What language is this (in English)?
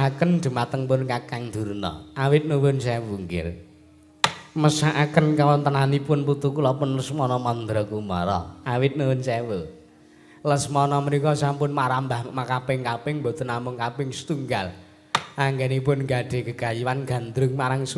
Javanese